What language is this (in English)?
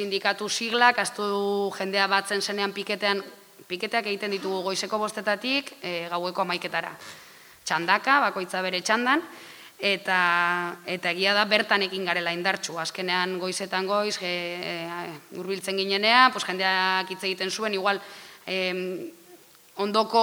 Basque